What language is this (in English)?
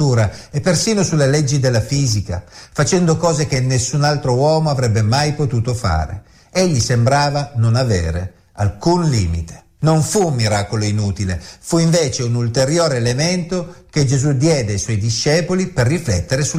Italian